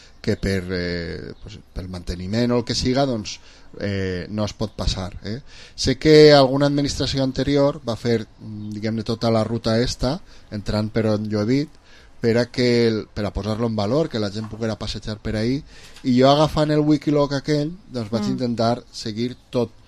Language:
Catalan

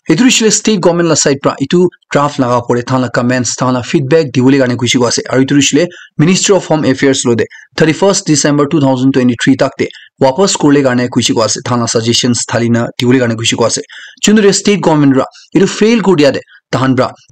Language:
Naga Pidgin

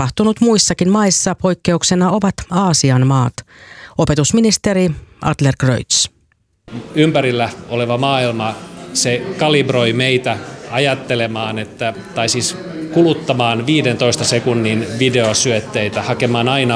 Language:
Finnish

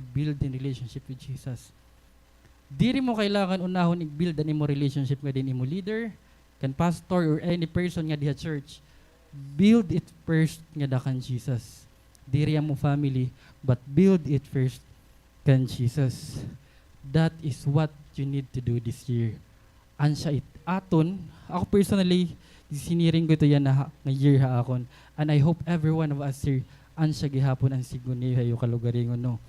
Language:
Waray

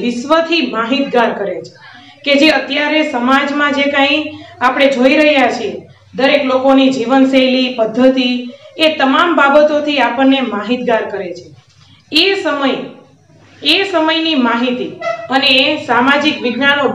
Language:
Gujarati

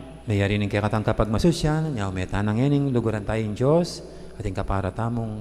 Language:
Pampanga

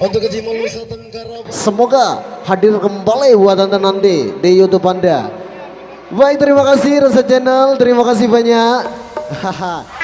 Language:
Sasak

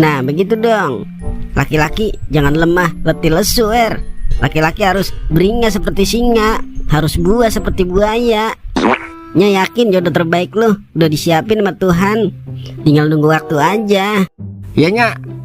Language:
Betawi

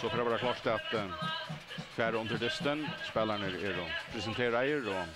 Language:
Faroese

